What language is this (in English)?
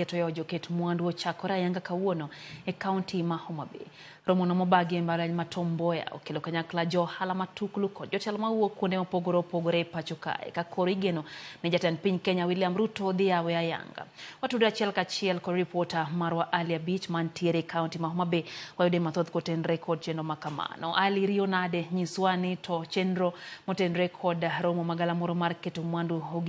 Luo (Kenya and Tanzania)